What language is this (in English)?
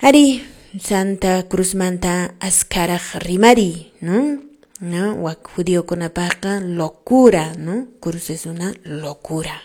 Quechua